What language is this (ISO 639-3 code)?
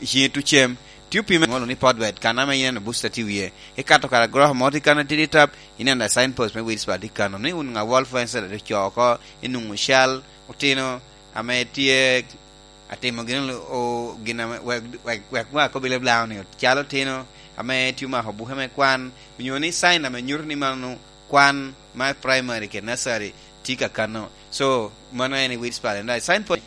laj